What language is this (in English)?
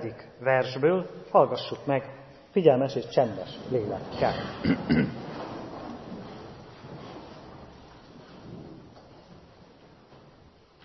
Hungarian